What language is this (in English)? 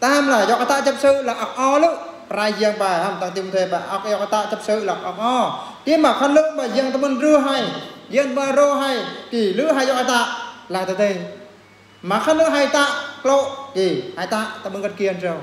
Eastern Bru